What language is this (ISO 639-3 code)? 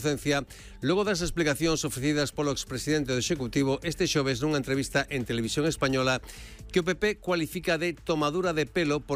glg